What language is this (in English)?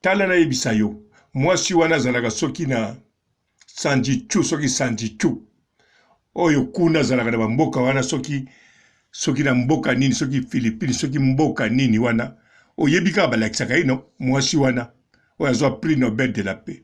Lingala